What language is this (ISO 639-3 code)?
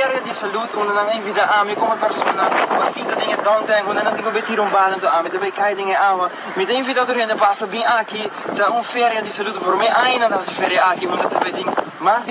pap